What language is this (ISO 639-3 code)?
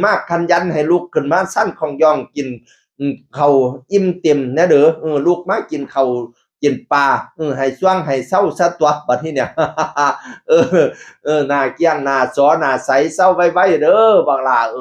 tts